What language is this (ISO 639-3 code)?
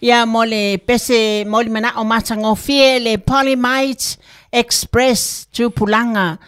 smo